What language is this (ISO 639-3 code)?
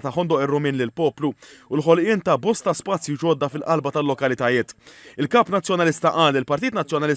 mlt